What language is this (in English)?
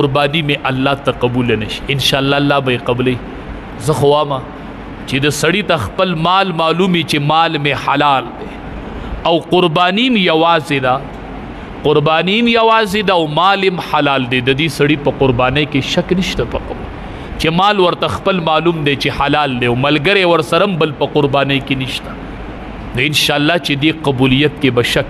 Pashto